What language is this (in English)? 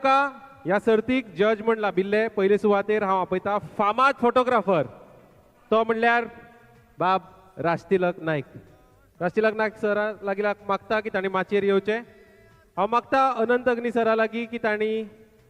Konkani